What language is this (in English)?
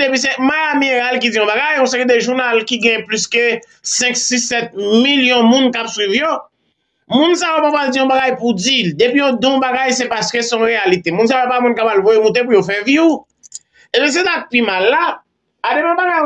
Haitian Creole